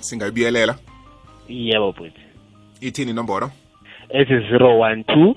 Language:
South Ndebele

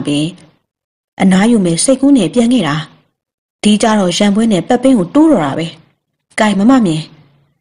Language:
Burmese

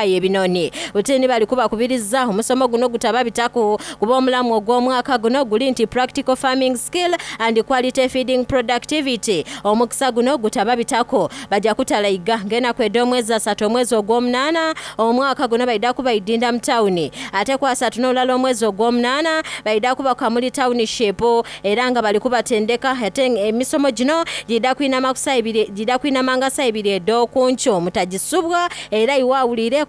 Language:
Soga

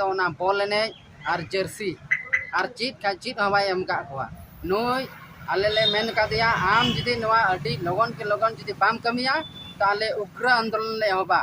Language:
Santali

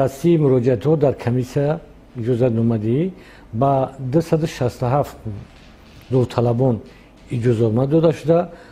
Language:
Tajik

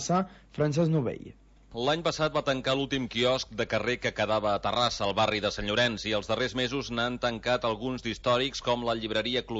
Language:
Catalan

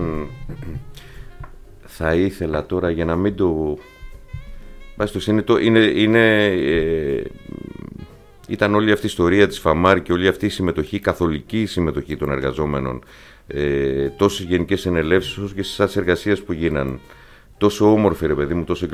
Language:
Greek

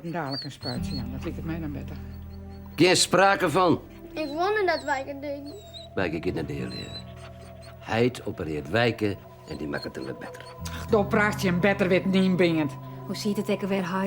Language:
Western Frisian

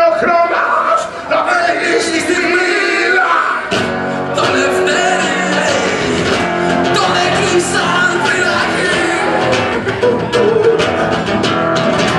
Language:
Greek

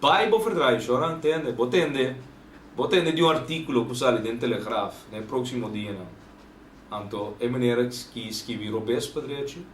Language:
Papiamento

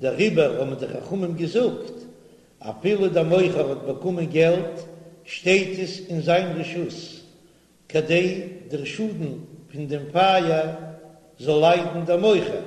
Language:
Yiddish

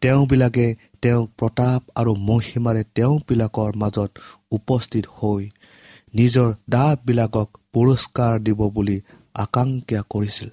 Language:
Assamese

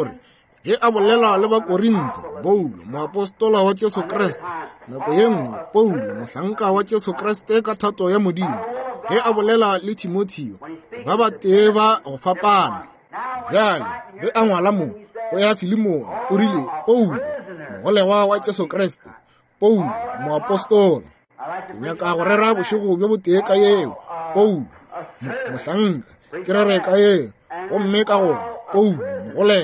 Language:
Northern Sotho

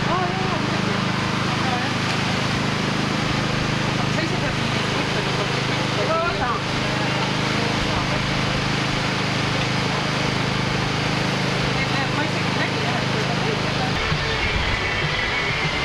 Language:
Estonian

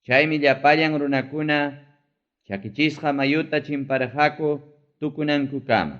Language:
Ayacucho Quechua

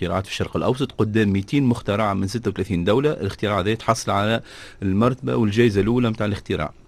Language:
Tunisian Arabic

